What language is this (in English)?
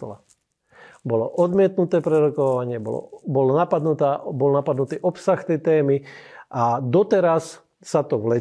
Slovak